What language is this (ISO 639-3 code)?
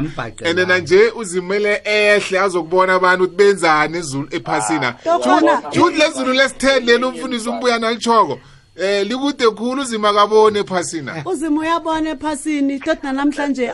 nbl